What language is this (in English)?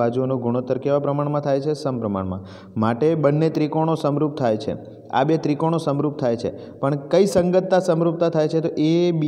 Gujarati